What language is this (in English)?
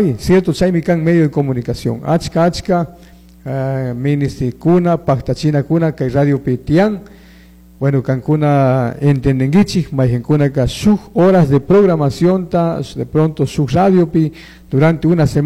Chimborazo Highland Quichua